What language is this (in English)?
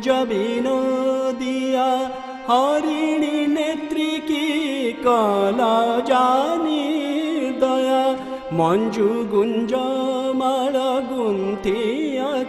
Odia